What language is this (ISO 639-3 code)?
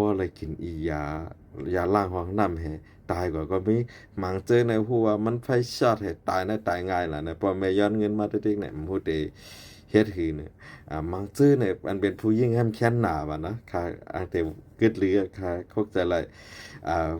shn